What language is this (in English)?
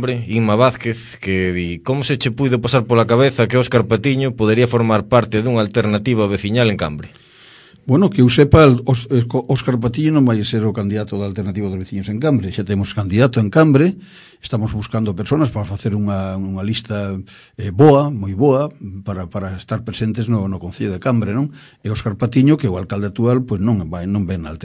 Galician